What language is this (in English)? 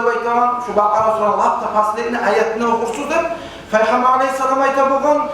Kumyk